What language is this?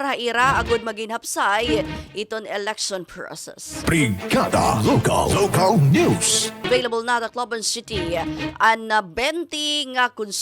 Waray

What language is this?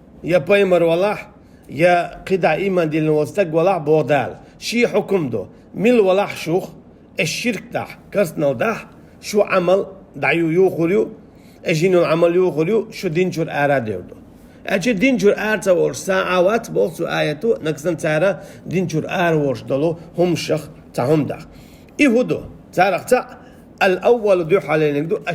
Chechen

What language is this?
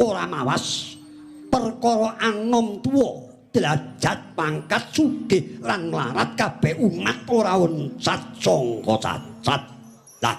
Javanese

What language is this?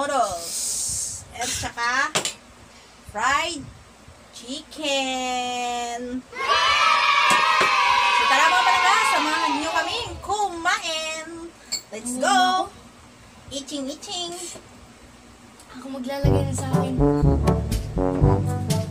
Filipino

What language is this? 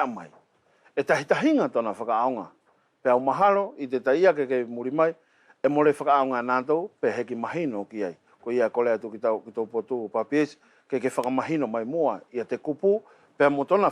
Wallisian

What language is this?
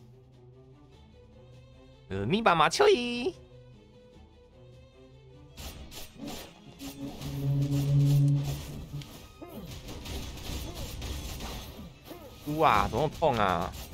Chinese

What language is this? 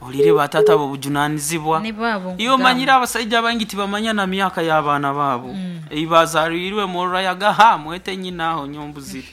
Nyoro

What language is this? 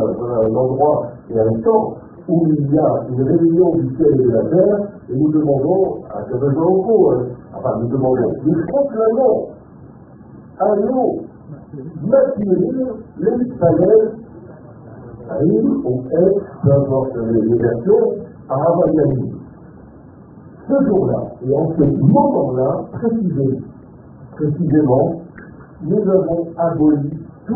French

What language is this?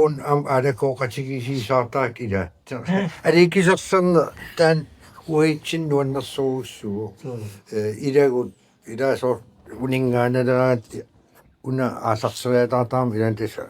Kalaallisut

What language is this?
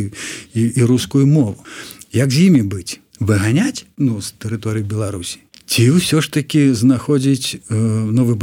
Belarusian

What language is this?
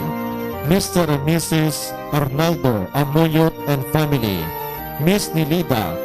Hiligaynon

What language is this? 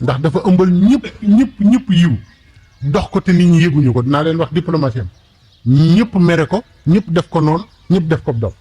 Wolof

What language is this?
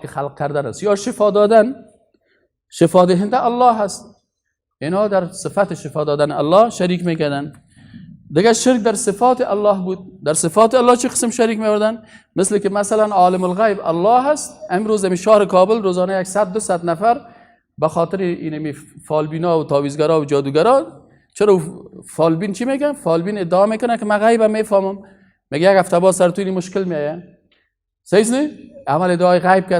Persian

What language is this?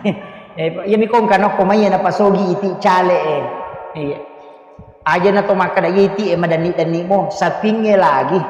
Buginese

